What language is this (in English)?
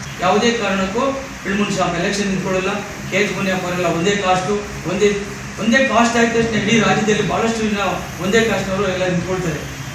Kannada